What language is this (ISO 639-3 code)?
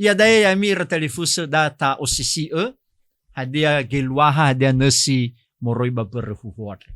nia